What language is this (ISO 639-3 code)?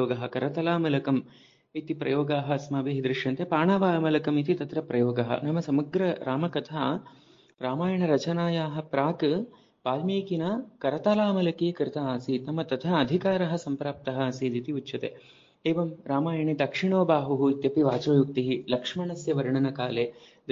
san